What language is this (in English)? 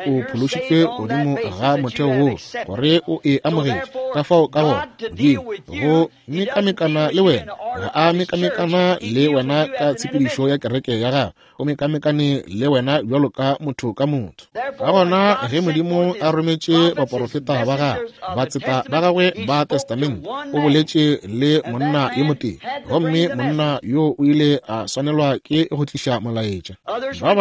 Northern Sotho